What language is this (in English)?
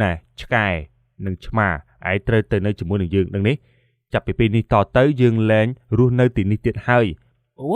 Khmer